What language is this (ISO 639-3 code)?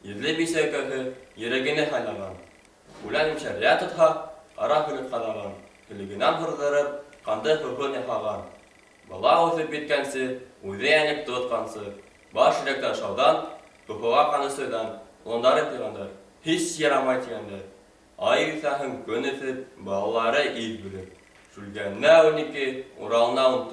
bak